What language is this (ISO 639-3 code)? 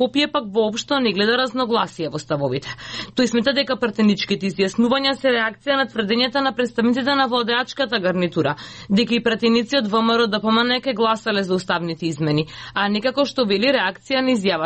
mkd